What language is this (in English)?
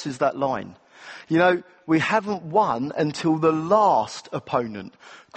English